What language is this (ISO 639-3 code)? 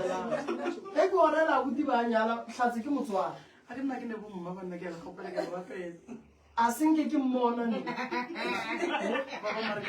nso